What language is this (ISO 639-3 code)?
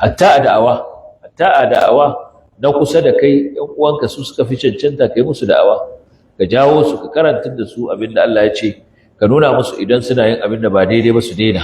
hau